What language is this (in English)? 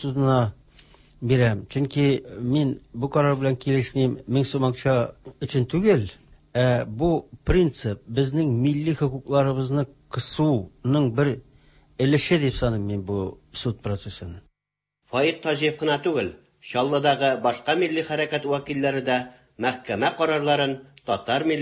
Tatar